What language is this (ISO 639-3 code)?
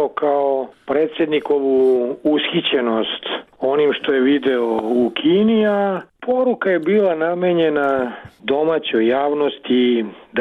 srp